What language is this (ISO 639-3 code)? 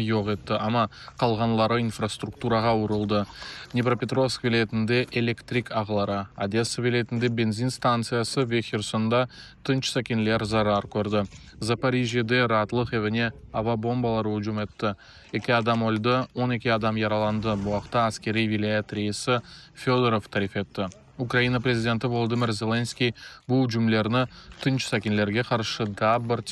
crh